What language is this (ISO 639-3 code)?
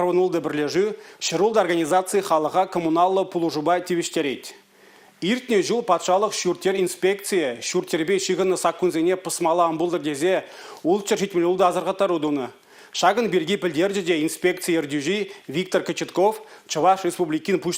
chv